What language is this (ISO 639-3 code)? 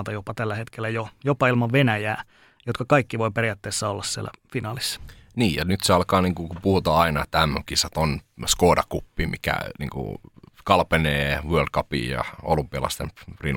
fin